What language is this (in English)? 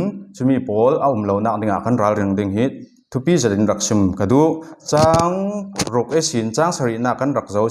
Falam Chin